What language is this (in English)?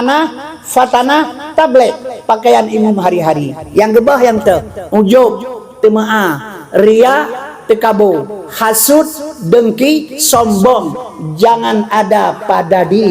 Achinese